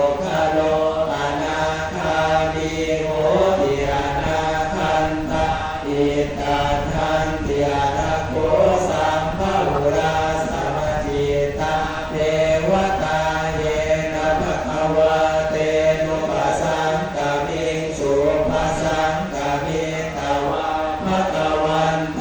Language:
Pali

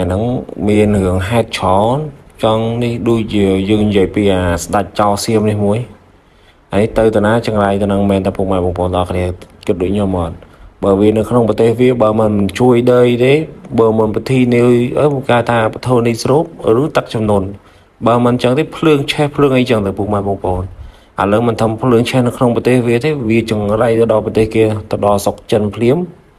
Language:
Khmer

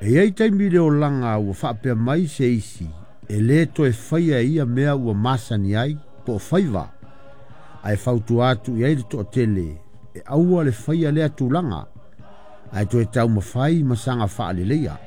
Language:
Samoan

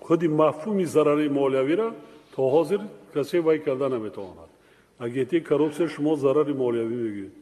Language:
Tajik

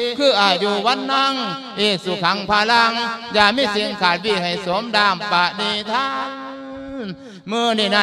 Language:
Lao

